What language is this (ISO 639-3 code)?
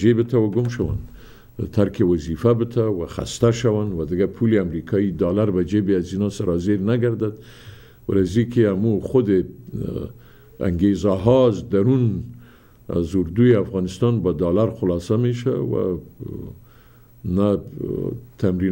fas